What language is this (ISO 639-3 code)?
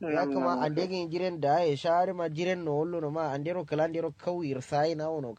kau